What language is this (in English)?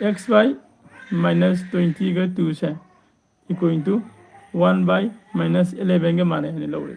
Manipuri